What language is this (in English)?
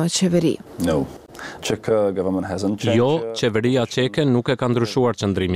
Albanian